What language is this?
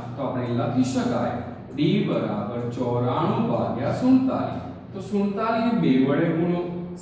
Gujarati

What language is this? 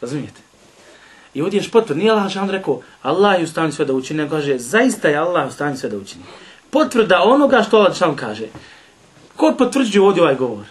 Bosnian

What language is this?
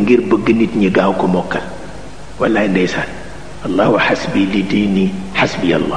Wolof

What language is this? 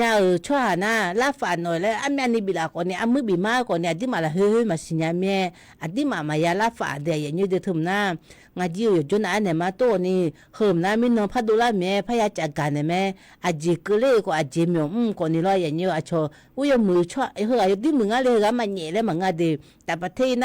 Akha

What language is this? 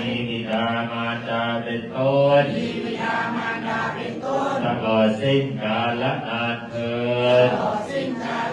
Pali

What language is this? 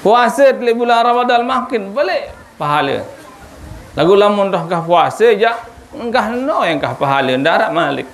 Sasak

